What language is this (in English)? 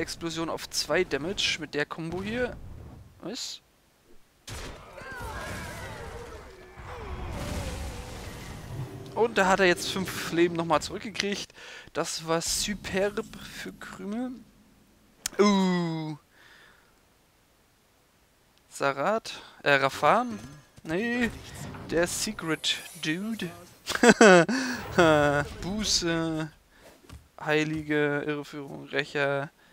German